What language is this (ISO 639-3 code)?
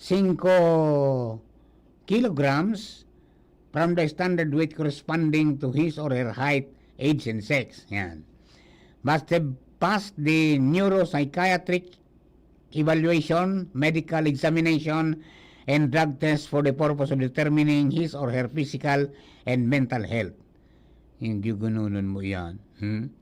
bik